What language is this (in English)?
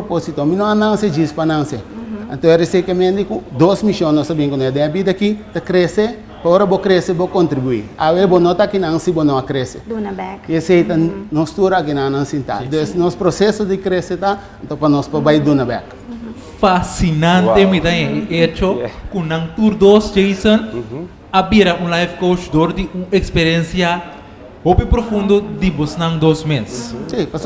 Papiamento